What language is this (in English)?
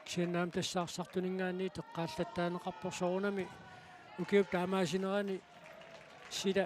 Kalaallisut